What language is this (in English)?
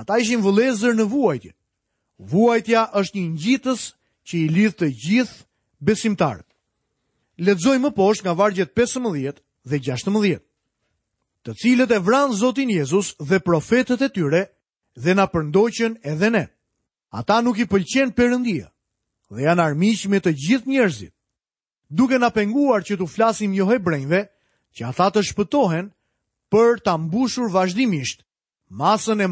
Albanian